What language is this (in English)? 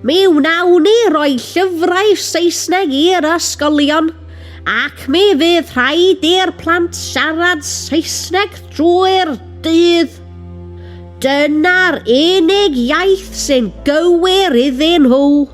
Welsh